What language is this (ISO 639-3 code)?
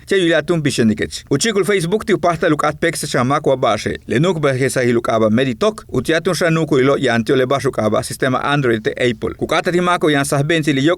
yua